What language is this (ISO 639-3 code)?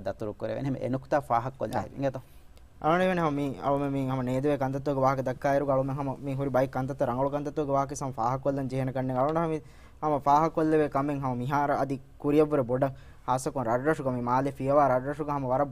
div